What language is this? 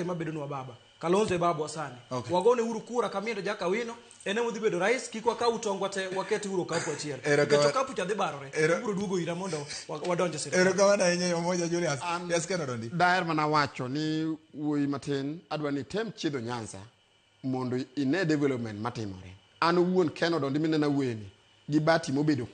Luo (Kenya and Tanzania)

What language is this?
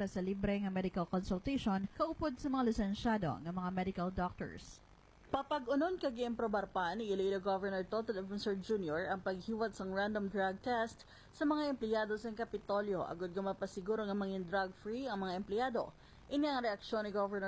Hiligaynon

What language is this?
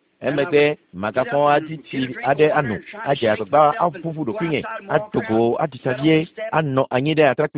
Ewe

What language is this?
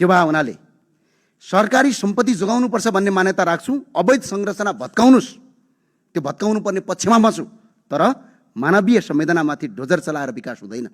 Nepali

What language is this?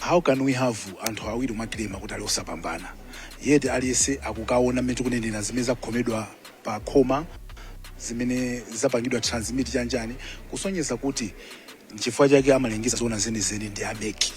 Nyanja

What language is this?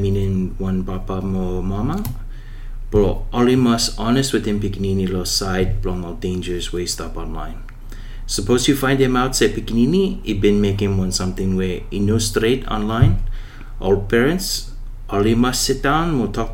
Bislama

